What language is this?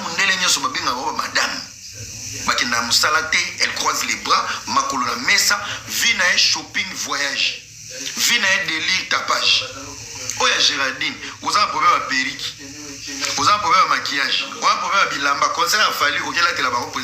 Lingala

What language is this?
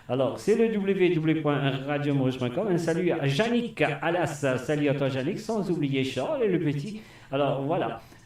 Morisyen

